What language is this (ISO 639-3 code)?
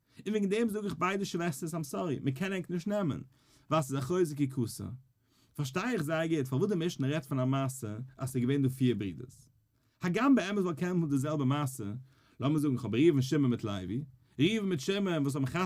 yid